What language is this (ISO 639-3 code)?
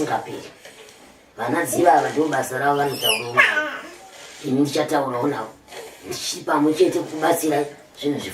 sna